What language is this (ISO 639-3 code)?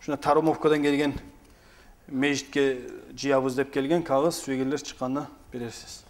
kum